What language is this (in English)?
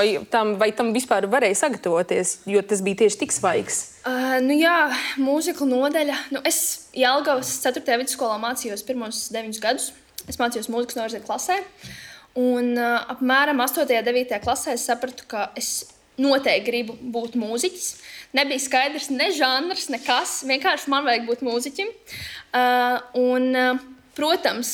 Latvian